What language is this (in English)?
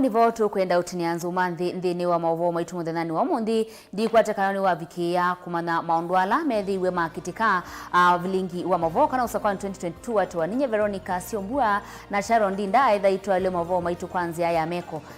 Kamba